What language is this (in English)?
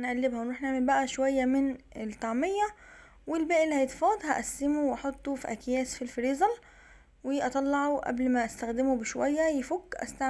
Egyptian Arabic